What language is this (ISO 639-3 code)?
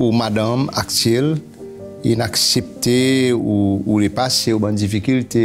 crs